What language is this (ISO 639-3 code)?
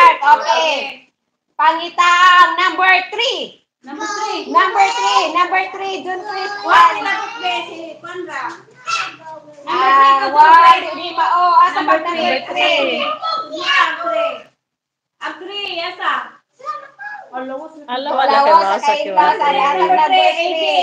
ceb